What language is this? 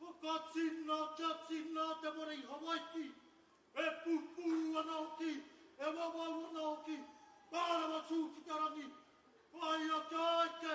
Māori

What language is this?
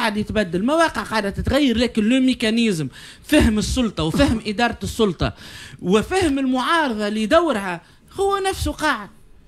Tunisian Arabic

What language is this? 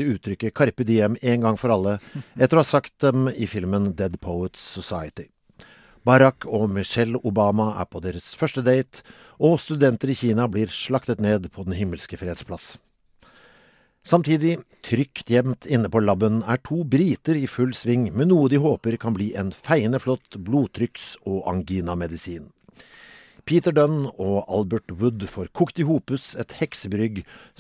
Norwegian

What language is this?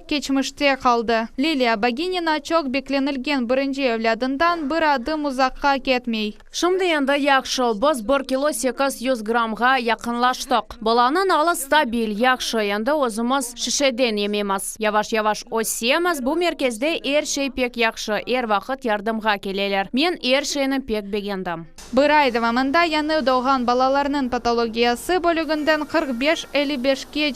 Crimean Tatar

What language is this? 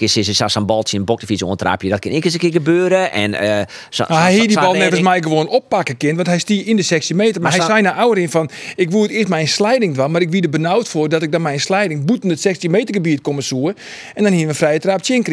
Western Frisian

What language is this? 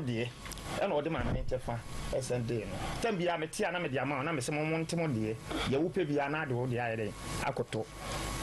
Akan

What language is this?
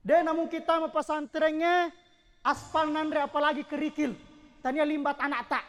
Buginese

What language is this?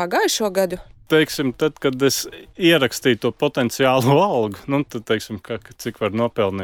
Latvian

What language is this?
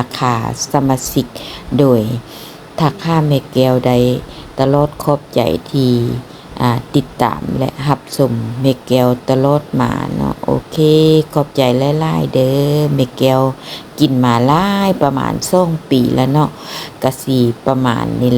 Lao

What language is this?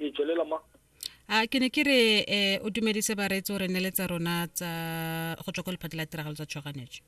Tswana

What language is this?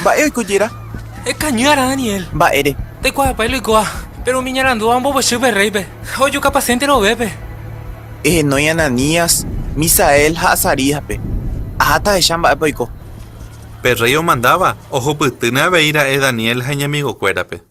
Guarani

